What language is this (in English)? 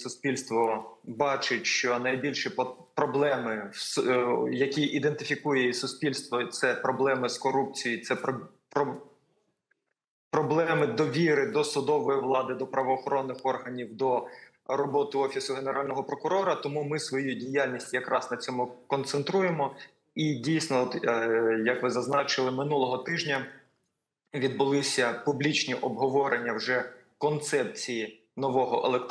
Ukrainian